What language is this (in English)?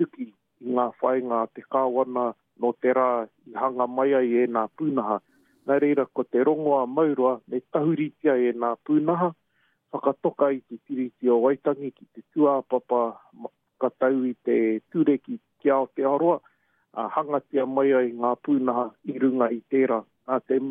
Māori